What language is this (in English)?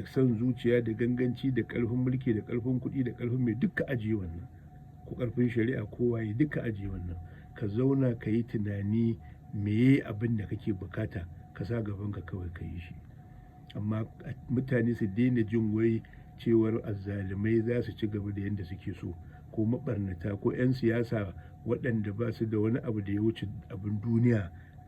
Hausa